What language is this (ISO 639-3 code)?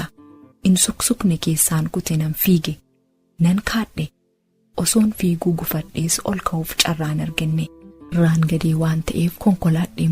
orm